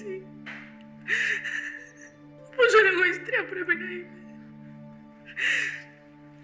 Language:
Greek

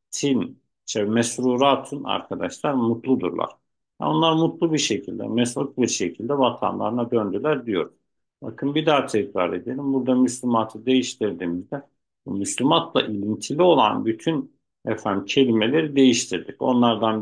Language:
Turkish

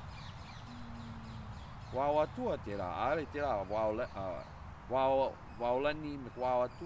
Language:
Hawaiian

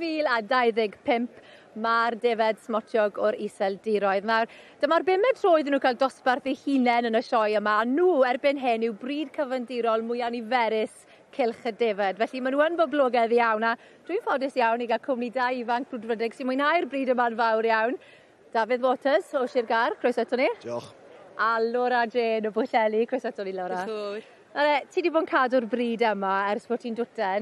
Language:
Welsh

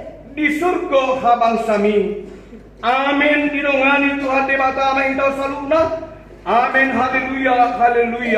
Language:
Batak Toba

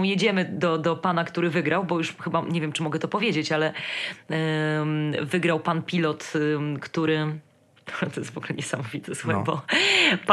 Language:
Polish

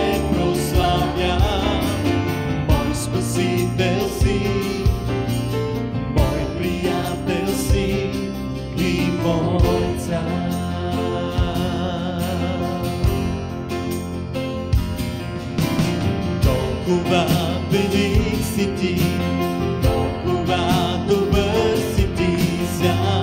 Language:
Bulgarian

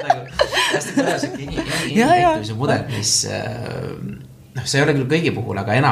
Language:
Estonian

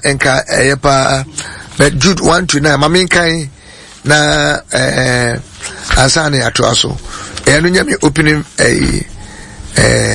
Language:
Akan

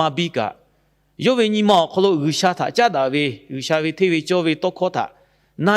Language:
Lahu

